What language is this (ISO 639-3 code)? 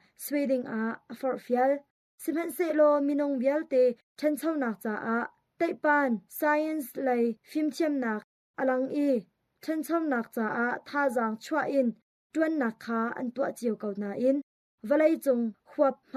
cnh